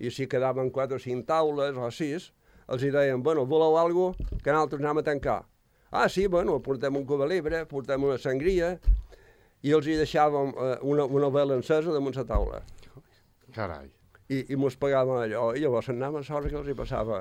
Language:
Catalan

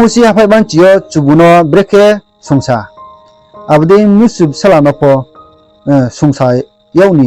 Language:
Riang (India)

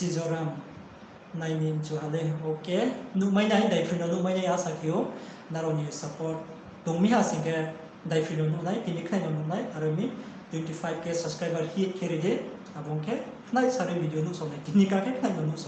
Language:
Riang (India)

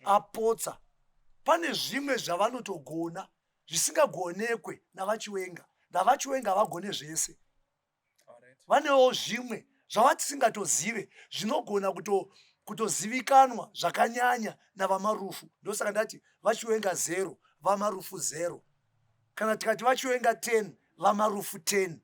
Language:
Shona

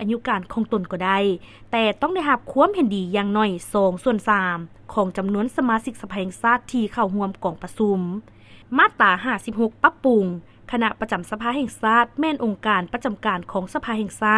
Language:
Lao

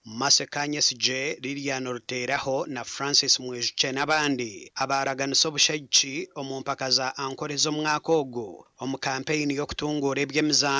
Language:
Nyankole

